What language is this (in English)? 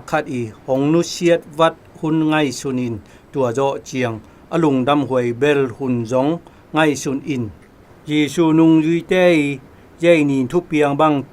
Zou